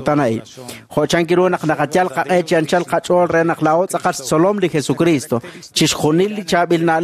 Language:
Kekchí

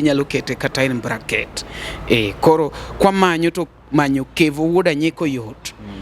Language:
Luo (Kenya and Tanzania)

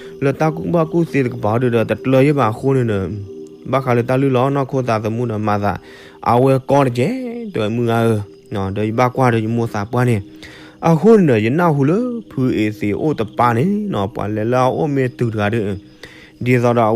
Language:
S'gaw Karen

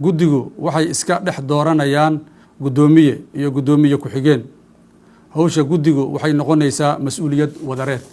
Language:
Somali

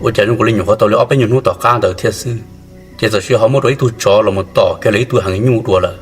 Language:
Hmong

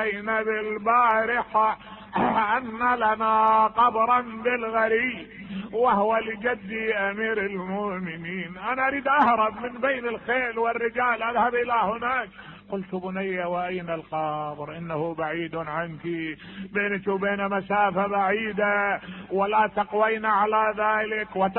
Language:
Mesopotamian Arabic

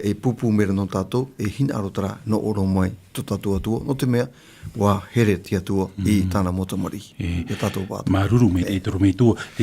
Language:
Tahitian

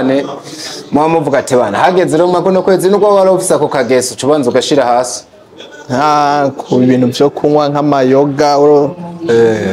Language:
Rundi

